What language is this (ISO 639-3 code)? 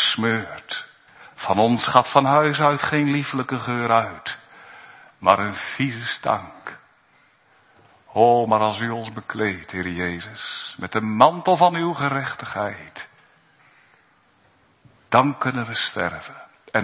nld